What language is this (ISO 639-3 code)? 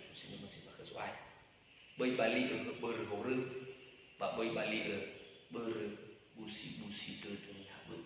nia